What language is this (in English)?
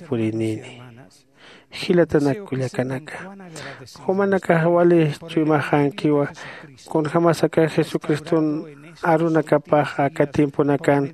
Aymara